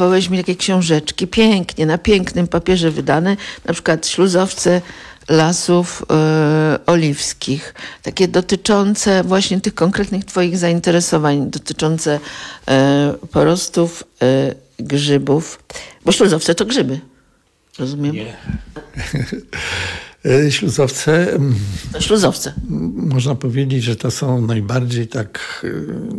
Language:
Polish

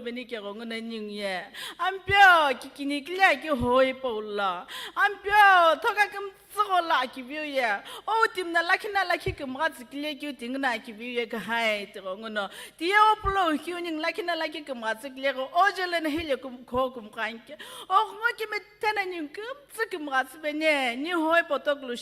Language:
Sumi Naga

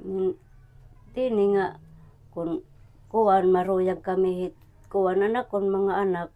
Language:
Waray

